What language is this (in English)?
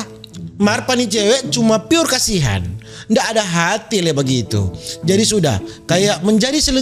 Manado Malay